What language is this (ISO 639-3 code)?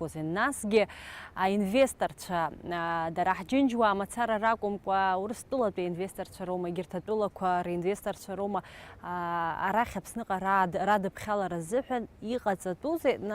abk